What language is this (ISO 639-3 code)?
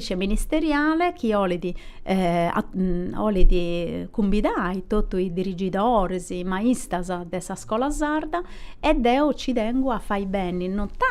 srd